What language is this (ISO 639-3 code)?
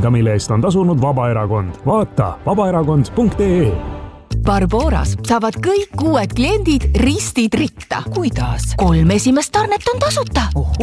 est